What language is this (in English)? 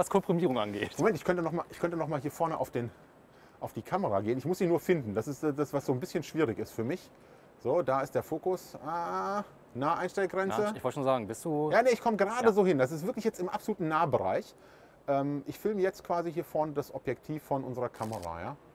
German